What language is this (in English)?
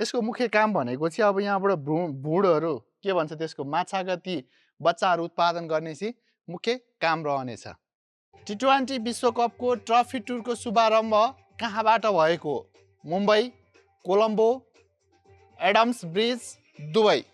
Nepali